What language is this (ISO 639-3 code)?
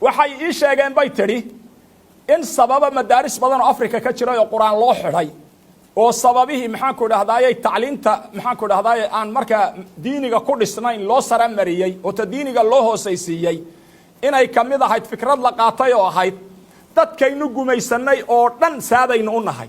som